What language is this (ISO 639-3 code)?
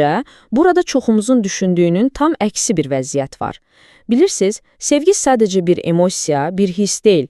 aze